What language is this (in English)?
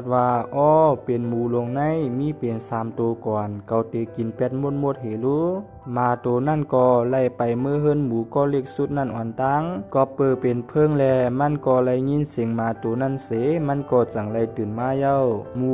Shan